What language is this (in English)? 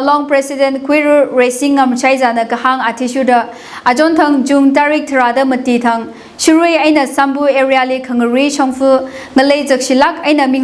Tangkhul Naga (India)